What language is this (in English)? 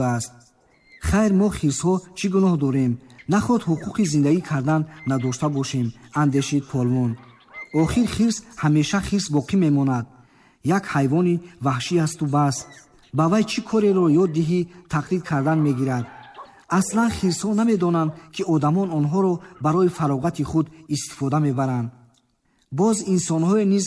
Tajik